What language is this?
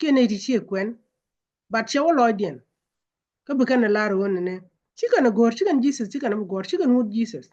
Nuer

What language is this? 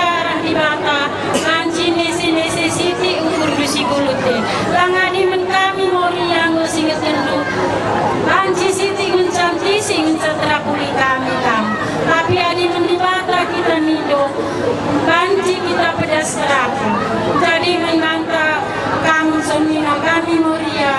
Batak Karo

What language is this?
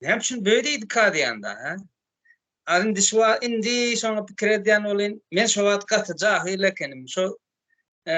Turkmen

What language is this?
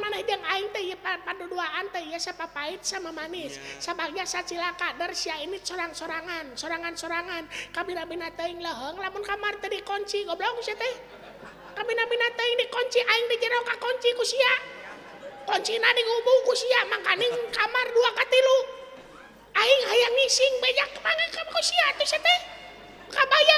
Sundanese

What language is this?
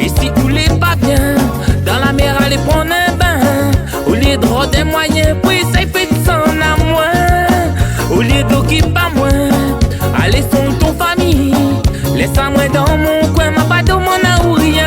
Réunion Creole French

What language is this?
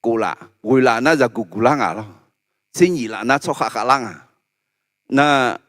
Akha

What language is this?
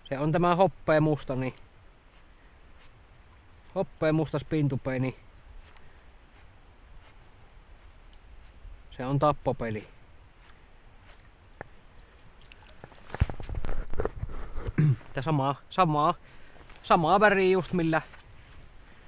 Finnish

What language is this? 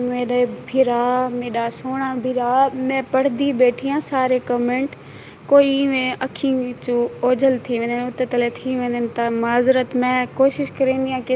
Saraiki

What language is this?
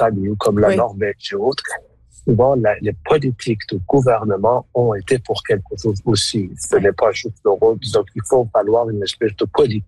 French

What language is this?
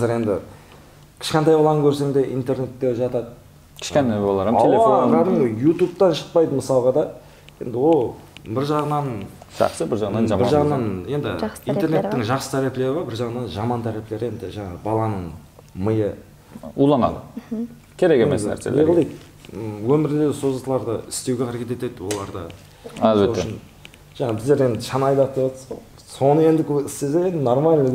Kara-Kalpak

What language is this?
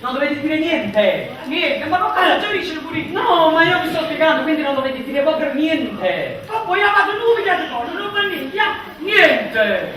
Neapolitan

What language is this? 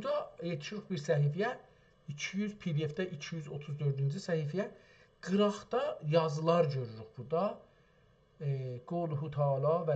South Azerbaijani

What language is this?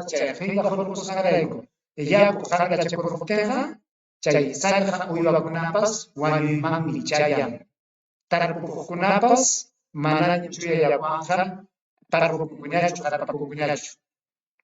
Ayacucho Quechua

